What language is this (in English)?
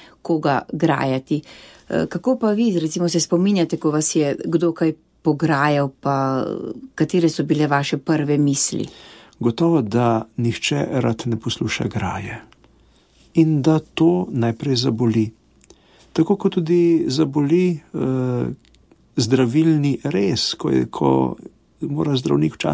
Slovenian